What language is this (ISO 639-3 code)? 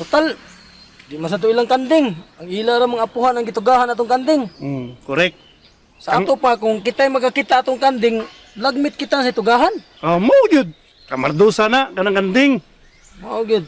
ceb